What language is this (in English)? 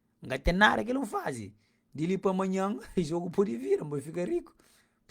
Kabuverdianu